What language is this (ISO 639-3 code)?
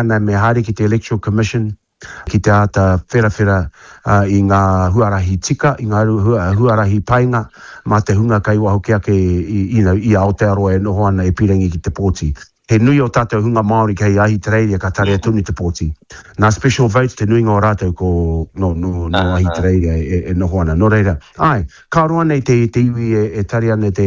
mri